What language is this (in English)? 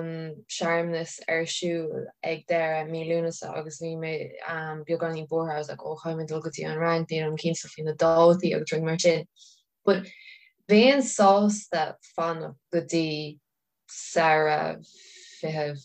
Irish